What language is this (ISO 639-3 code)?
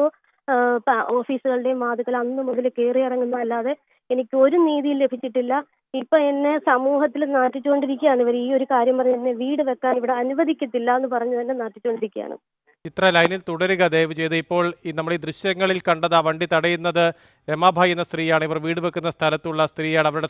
mal